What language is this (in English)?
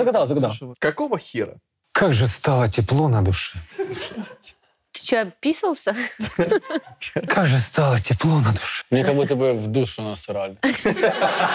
Russian